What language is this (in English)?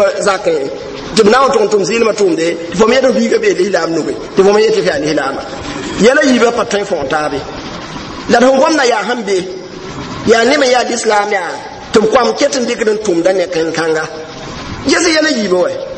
Mossi